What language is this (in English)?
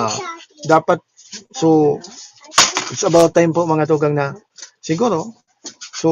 Bikol